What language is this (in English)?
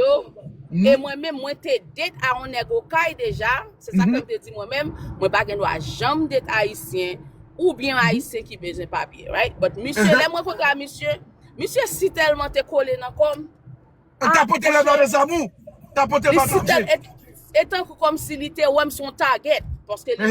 Haitian Creole